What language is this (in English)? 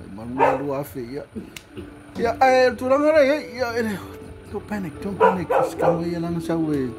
Samoan